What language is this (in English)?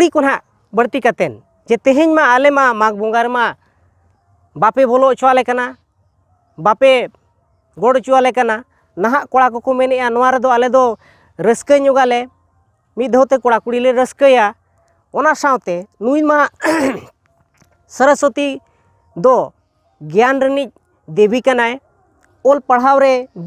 Santali